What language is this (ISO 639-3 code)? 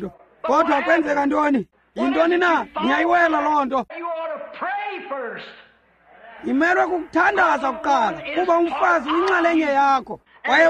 xho